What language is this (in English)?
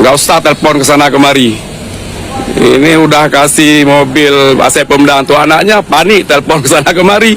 Achinese